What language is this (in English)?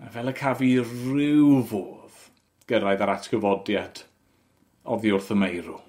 Welsh